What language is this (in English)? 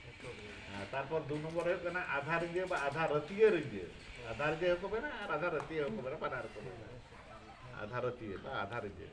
Santali